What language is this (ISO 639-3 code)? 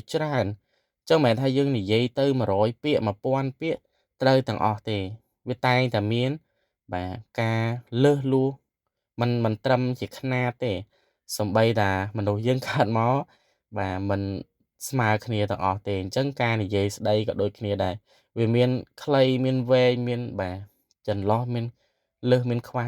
khm